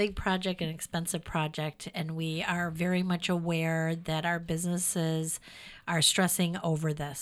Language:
English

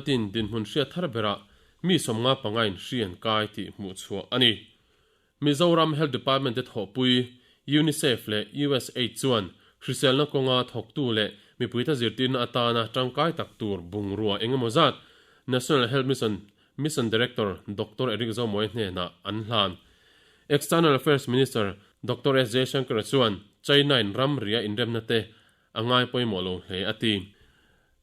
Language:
Mizo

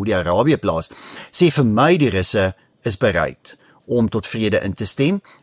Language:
Afrikaans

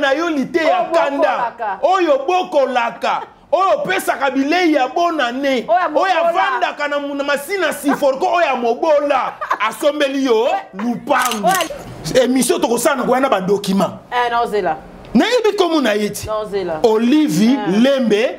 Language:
Lingala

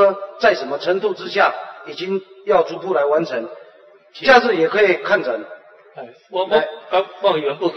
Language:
Chinese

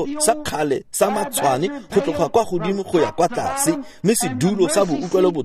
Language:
Tswana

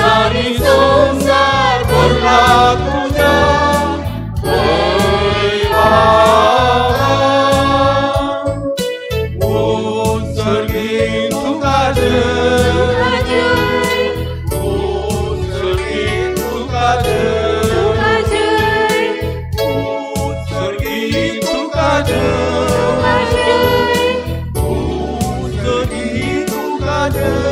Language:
Konkani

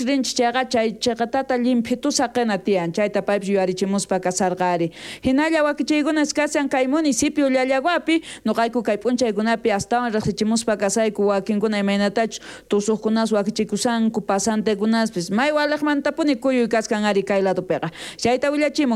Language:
South Bolivian Quechua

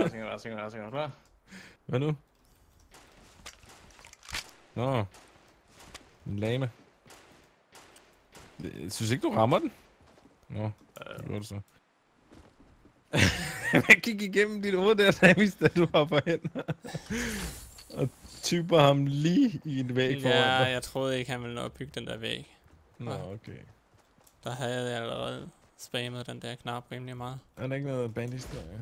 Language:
Danish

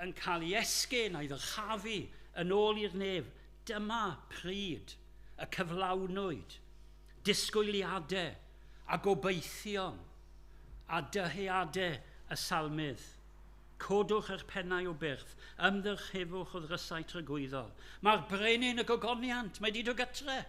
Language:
Welsh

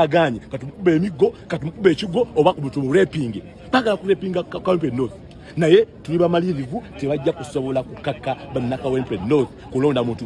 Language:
Ganda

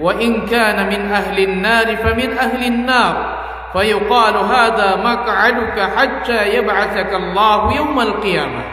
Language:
Maranao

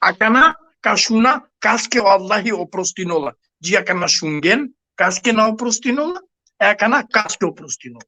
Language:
Balkan Romani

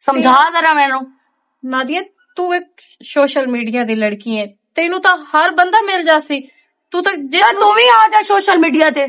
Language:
Western Panjabi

